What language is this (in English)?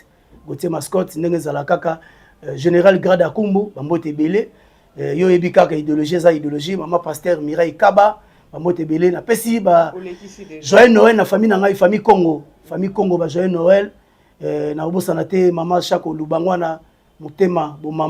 Lingala